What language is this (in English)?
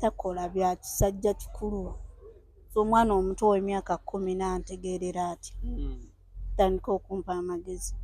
Ganda